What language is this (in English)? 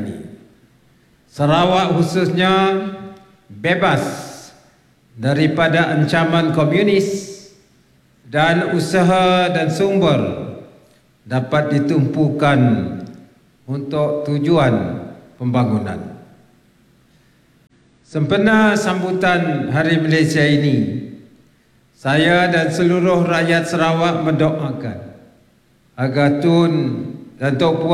Malay